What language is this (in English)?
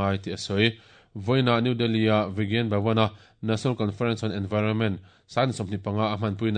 Mizo